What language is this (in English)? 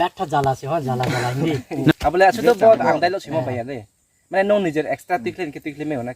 Riang (India)